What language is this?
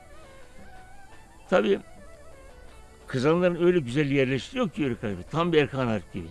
Turkish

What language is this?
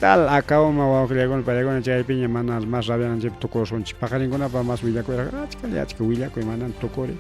Ayacucho Quechua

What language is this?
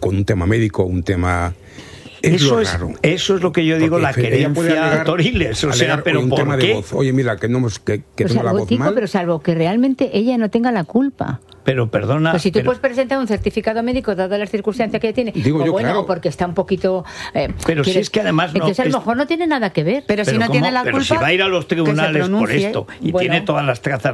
Spanish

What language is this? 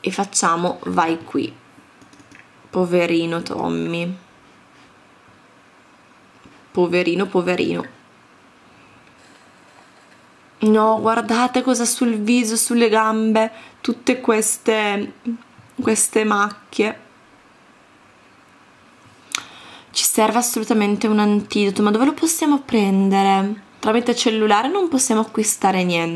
Italian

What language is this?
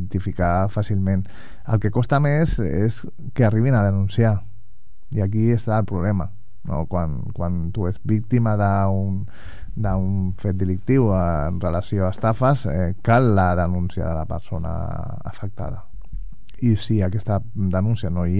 Catalan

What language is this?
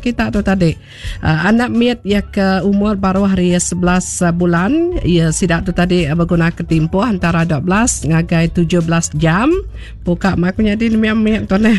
Iban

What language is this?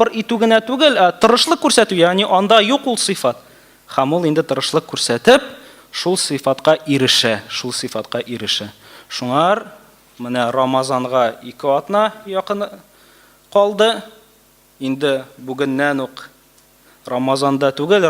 Tatar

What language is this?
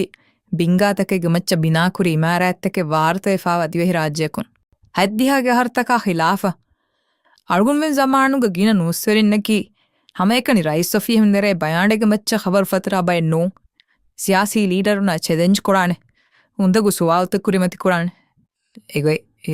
Divehi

